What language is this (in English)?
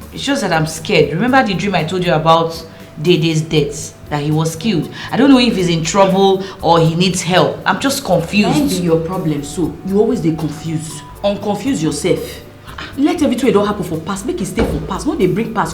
Nigerian Pidgin